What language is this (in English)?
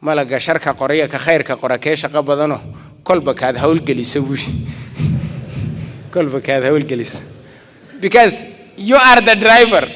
Somali